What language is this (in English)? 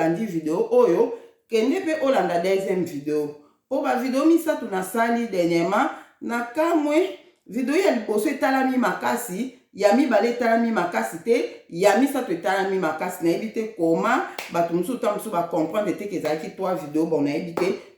Lingala